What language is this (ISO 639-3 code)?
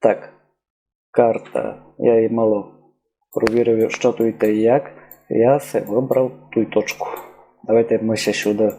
rue